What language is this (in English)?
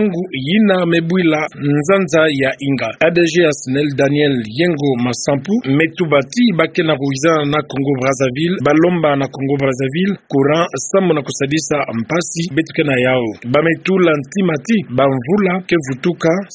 Kituba (Democratic Republic of Congo)